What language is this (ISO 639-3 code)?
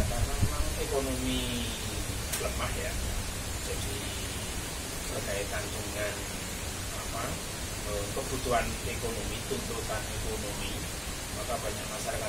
ind